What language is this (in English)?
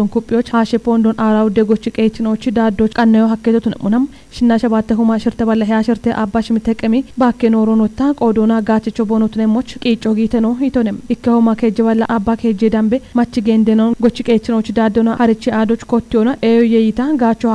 Kafa